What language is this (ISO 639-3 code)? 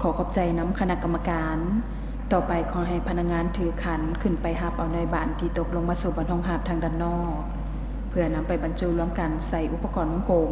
lao